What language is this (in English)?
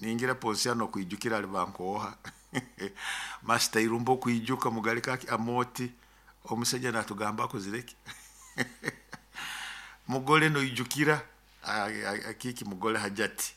Nyoro